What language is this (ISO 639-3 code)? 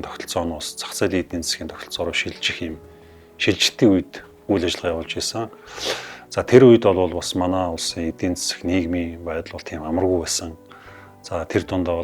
mon